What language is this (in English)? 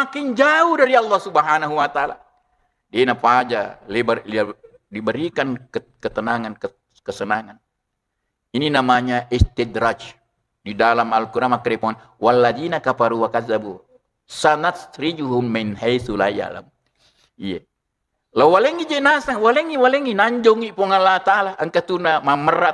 Buginese